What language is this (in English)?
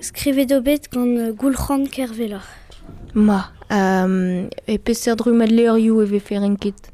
Breton